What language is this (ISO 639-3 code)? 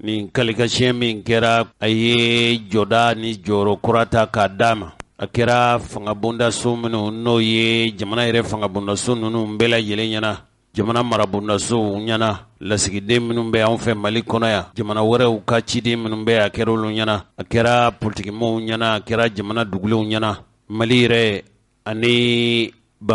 bam